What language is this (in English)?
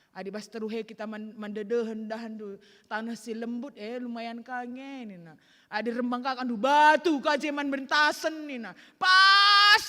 Batak Karo